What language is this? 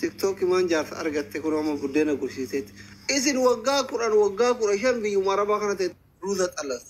Oromo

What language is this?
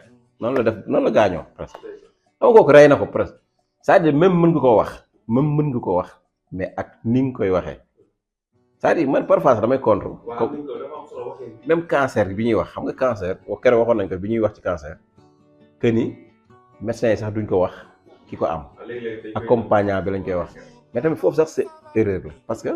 Wolof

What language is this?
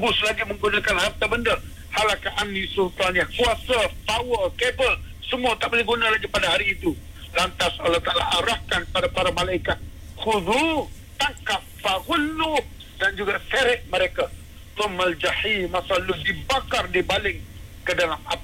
Malay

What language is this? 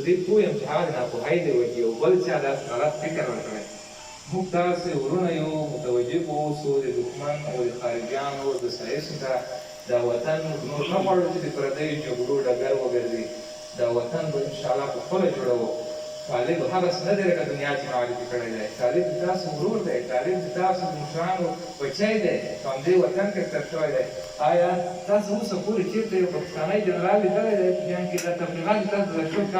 Pashto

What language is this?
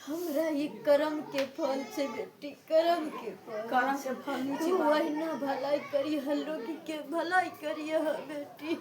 Maithili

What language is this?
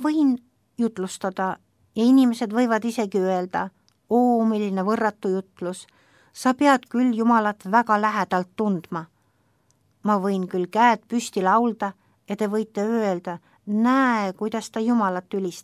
Estonian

